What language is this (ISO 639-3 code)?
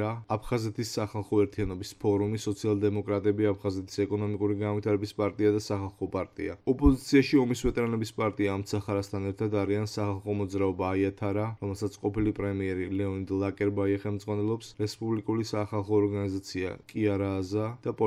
kat